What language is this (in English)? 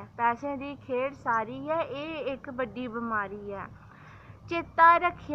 Dogri